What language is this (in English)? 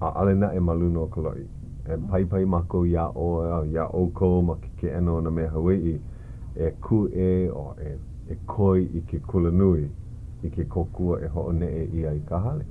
Hawaiian